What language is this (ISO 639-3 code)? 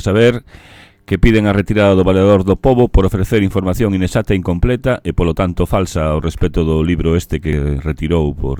glg